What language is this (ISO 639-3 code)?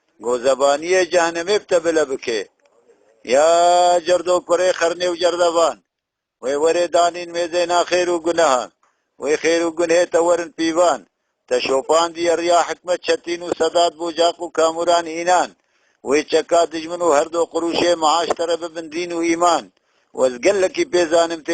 kur